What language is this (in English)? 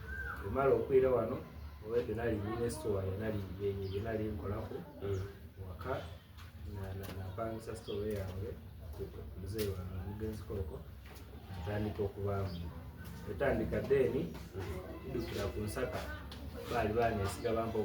Soga